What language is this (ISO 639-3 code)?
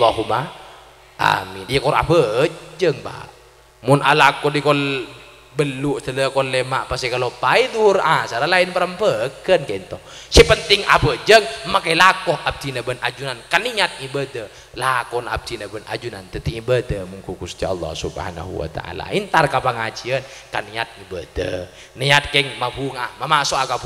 mad